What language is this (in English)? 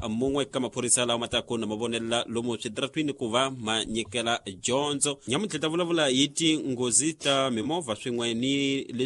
Tsonga